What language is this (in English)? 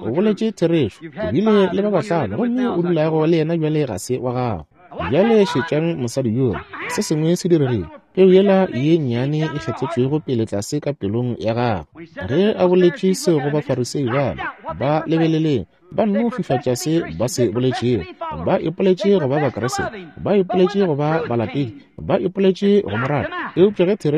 Northern Sotho